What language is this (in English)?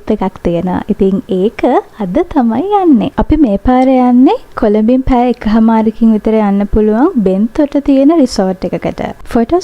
Sinhala